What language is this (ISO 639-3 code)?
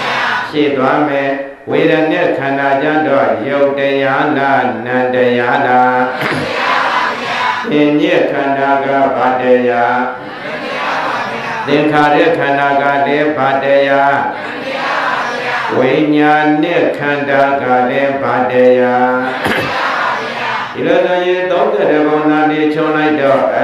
mya